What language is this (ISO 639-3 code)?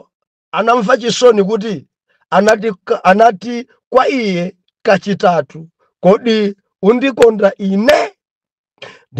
nya